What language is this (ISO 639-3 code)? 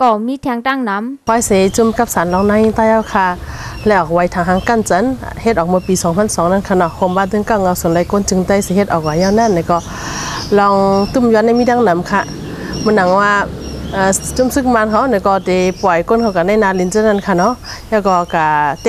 shn